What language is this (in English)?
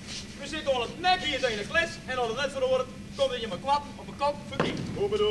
Western Frisian